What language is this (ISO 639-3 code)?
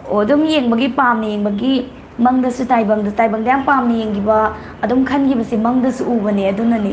mni